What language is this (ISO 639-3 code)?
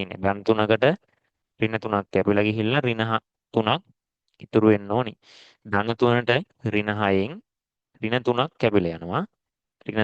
sin